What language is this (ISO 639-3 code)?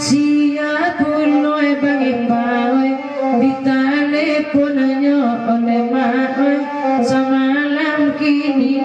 min